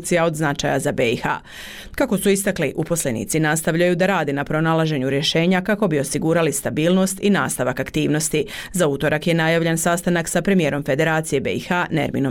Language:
Bosnian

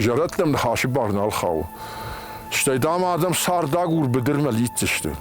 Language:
Ossetic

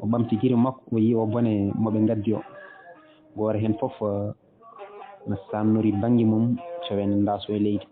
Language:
Fula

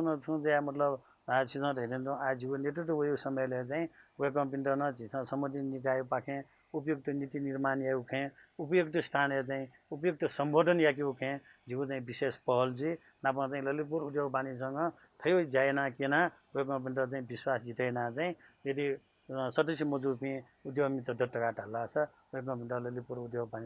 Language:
Newari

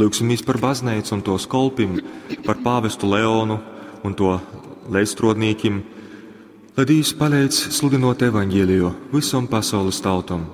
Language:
Latgalian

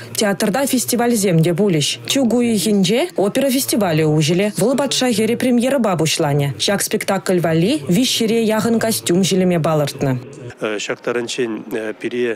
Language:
Chuvash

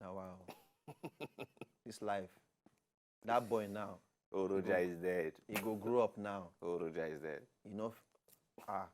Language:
Nigerian Pidgin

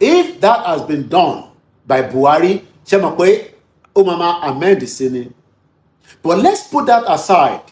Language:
Yoruba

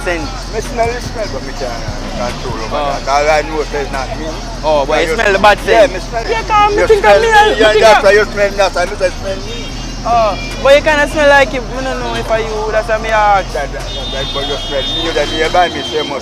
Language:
Jamaican Creole English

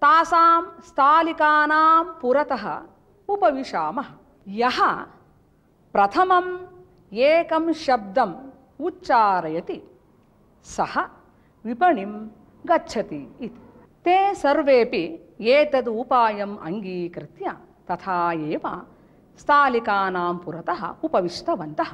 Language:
Sanskrit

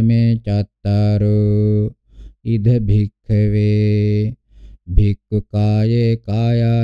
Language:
Pali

